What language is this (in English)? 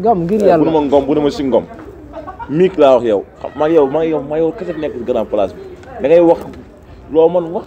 Wolof